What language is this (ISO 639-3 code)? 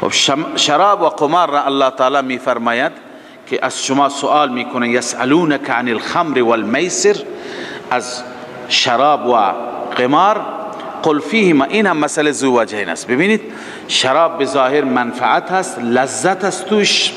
fas